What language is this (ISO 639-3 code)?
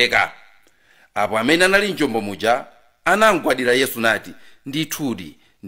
nya